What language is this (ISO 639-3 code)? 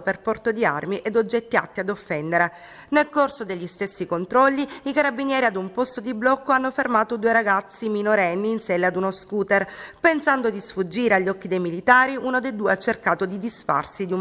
ita